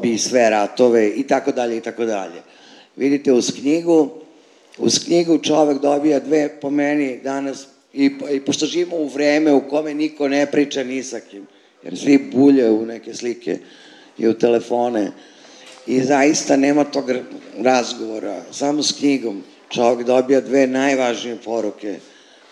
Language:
Serbian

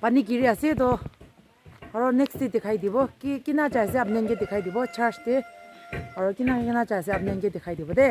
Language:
Naga Pidgin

